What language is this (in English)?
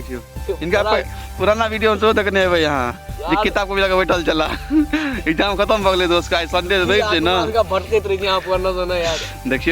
Maithili